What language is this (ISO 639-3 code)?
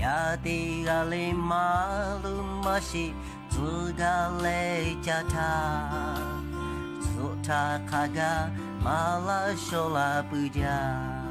lhu